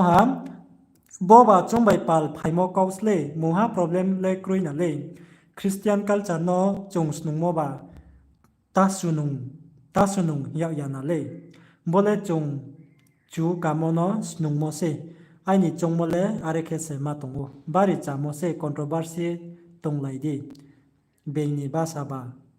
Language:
Riang (India)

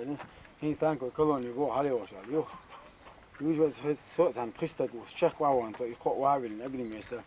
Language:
Chechen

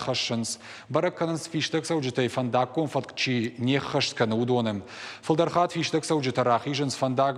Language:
Ossetic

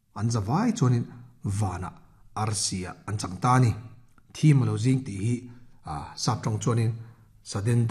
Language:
Mizo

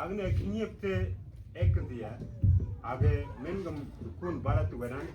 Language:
Mabaan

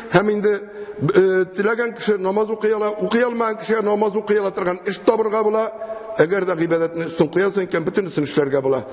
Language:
Tatar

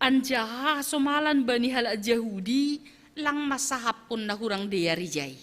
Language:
Batak Simalungun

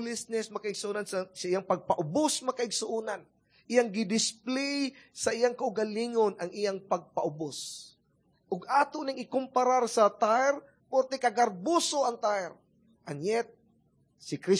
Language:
Cebuano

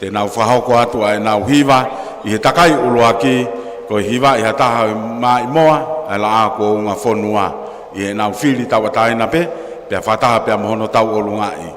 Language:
Tongan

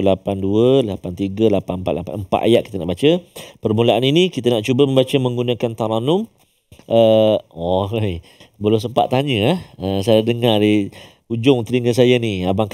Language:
Malay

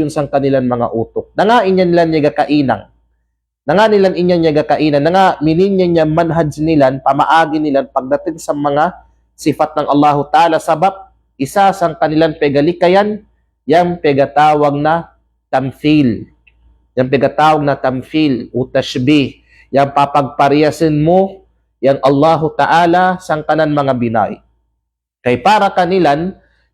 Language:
Kalagan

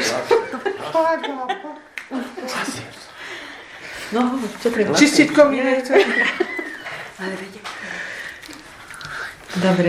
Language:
Slovak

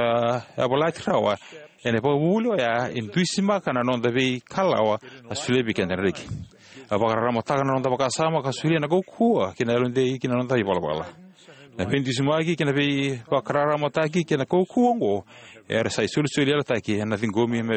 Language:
Fijian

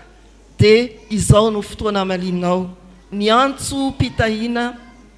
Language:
Malagasy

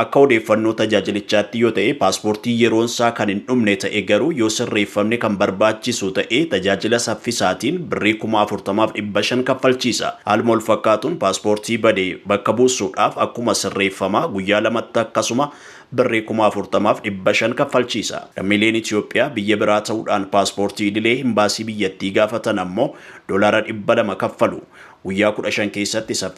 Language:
Oromo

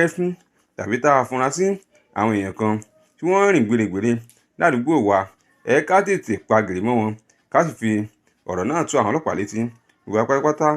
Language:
Yoruba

